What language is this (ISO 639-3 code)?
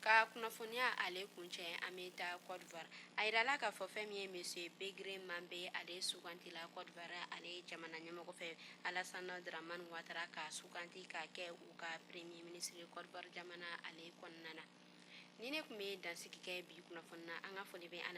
bam